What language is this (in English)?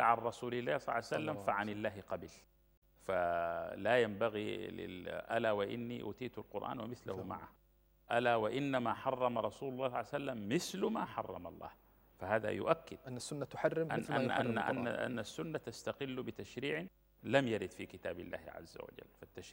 Arabic